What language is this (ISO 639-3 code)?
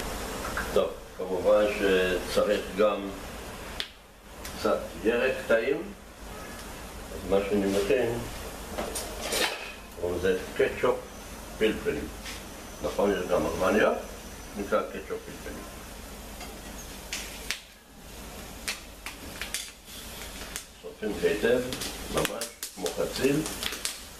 heb